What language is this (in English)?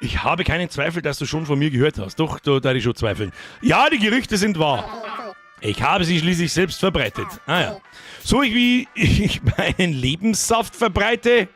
Bavarian